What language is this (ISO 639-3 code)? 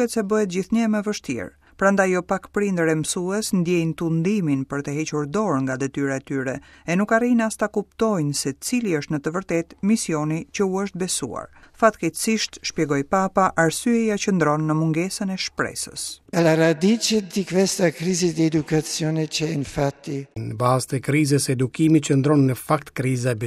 sqi